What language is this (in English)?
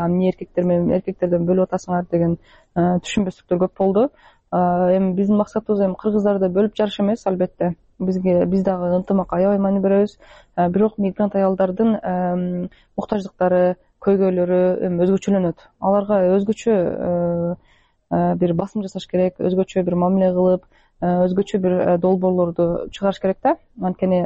Kyrgyz